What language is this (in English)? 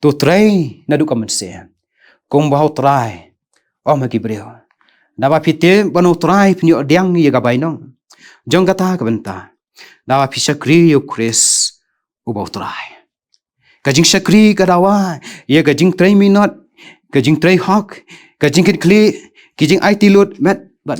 Khasi